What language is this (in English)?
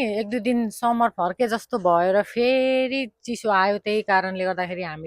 Nepali